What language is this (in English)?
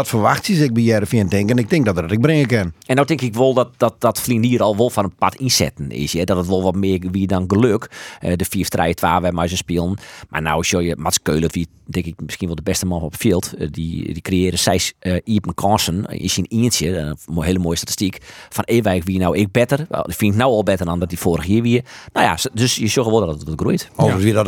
Western Frisian